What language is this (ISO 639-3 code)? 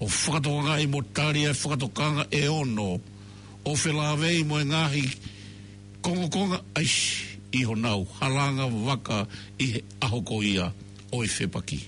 ton